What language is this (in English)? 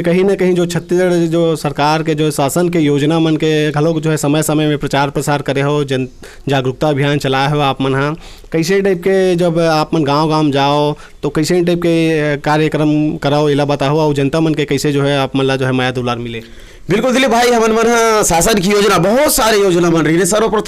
Chhattisgarhi